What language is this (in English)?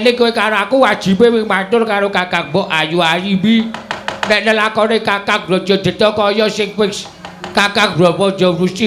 Javanese